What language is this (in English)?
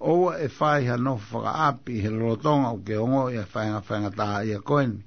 Tongan